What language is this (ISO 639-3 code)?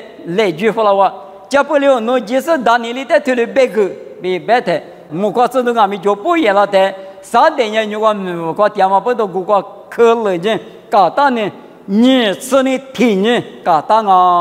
lis